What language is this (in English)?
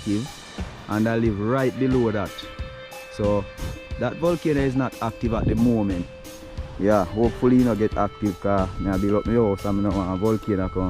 Jamaican Creole English